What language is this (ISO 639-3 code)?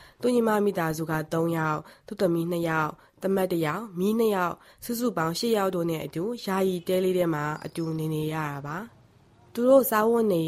mya